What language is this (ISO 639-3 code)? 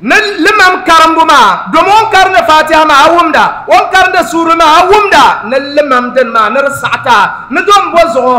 dag